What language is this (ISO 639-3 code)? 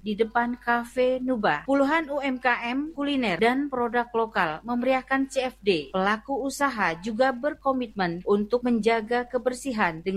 ind